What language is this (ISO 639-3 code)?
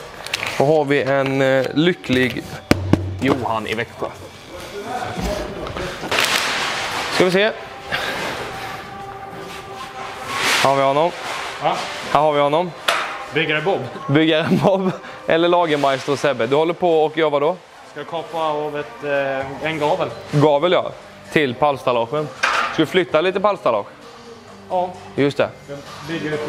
swe